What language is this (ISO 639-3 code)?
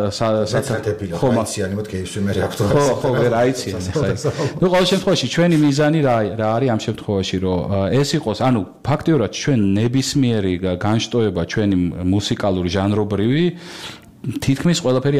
kat